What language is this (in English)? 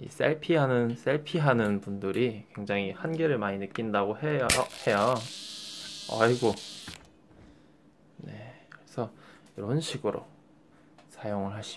Korean